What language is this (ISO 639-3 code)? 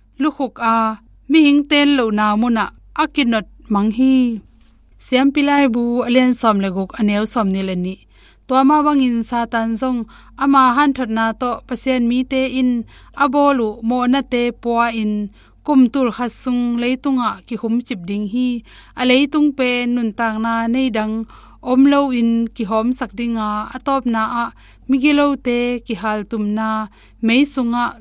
ctd